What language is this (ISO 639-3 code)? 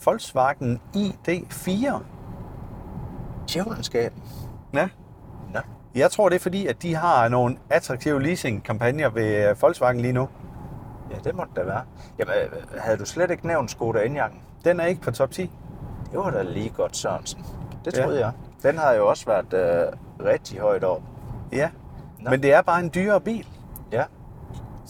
dan